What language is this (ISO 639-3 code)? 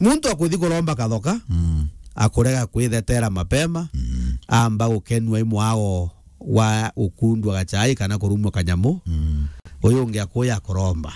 mer